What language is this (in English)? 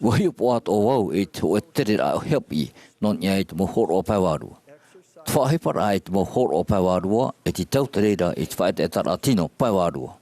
Tahitian